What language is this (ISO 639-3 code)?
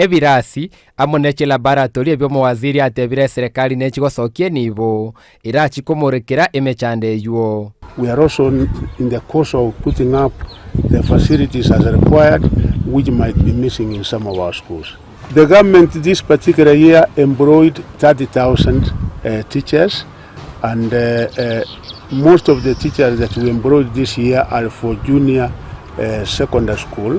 guz